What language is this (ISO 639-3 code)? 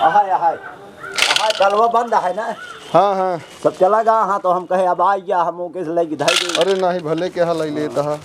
awa